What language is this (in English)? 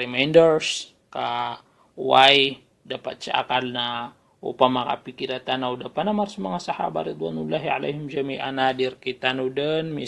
Maranao